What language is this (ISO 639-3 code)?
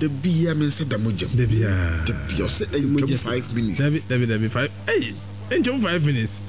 aka